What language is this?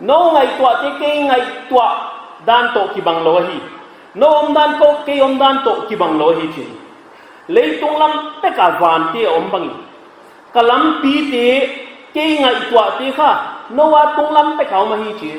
Paite Chin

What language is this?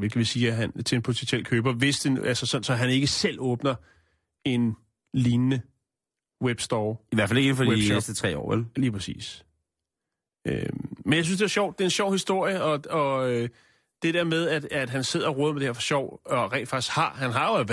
Danish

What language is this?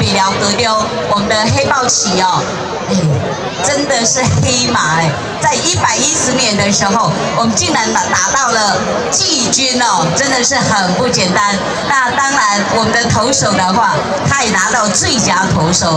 Chinese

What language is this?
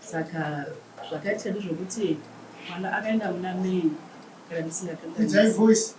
Shona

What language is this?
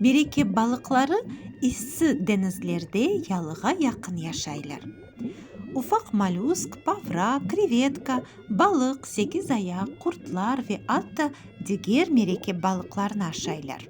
Crimean Tatar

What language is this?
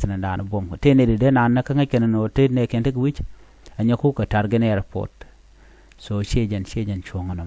Nuer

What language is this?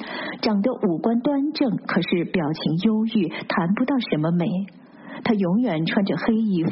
Chinese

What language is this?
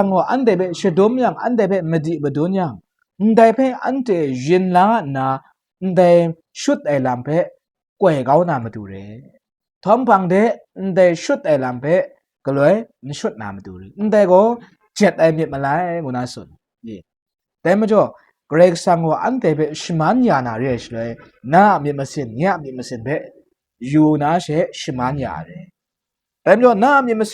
Kachin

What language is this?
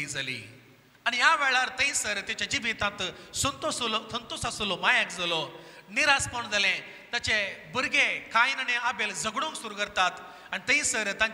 Konkani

